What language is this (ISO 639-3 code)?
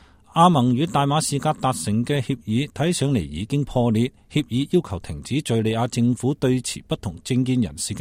yue